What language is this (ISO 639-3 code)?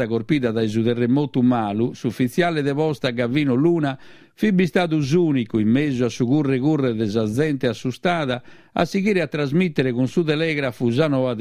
srd